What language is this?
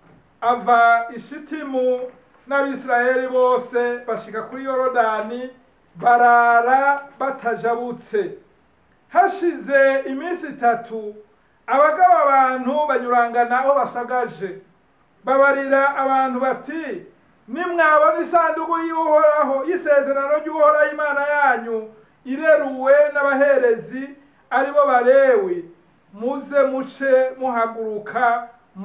Rundi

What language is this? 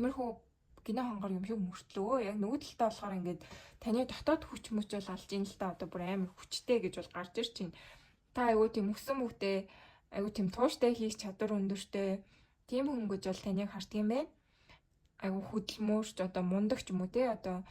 Mongolian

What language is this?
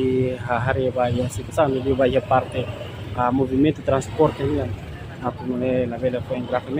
Tetum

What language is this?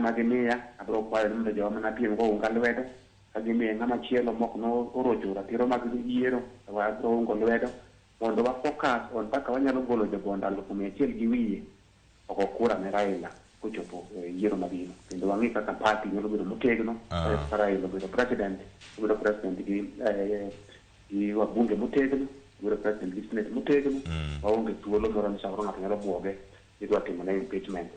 Luo (Kenya and Tanzania)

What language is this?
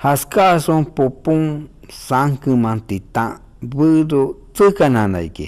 Shipibo-Conibo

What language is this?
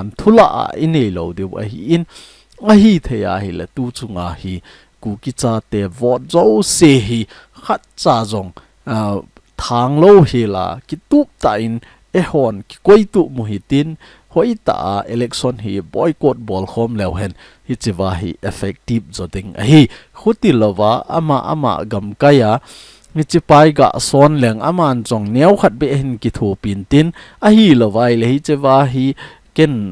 Thado Chin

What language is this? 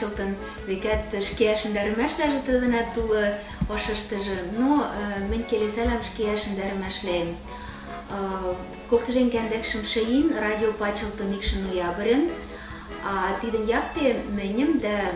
Western Mari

